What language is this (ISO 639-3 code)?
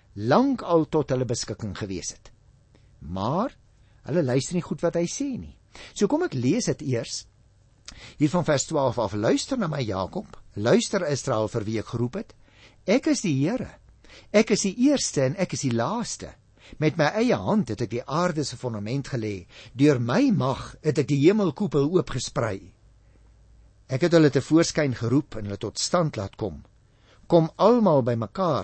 afr